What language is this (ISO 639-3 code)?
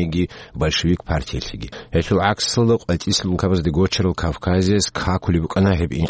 ava